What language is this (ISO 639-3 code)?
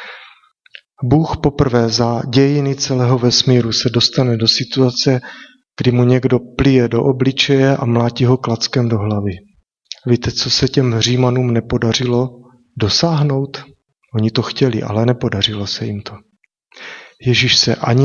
ces